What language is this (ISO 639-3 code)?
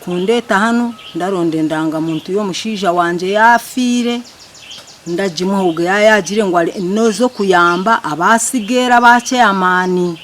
nyn